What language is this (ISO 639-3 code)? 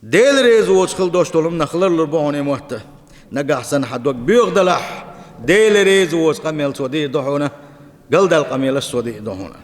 che